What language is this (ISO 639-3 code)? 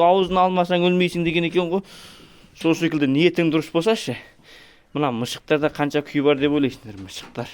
kaz